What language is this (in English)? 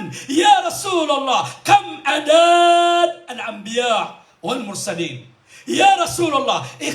Maranao